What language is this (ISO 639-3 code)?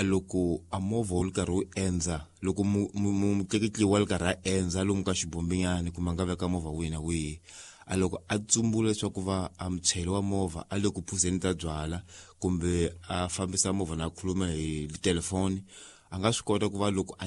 tso